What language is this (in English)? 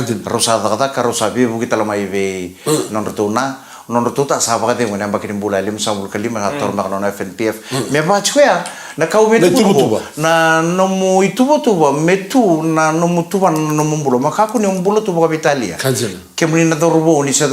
Fijian